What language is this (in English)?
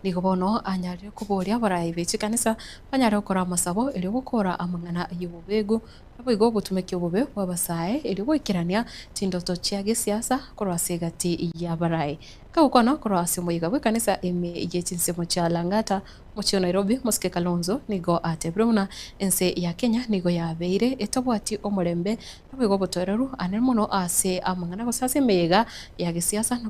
Gusii